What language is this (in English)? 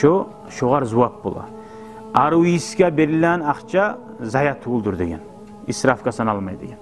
Kumyk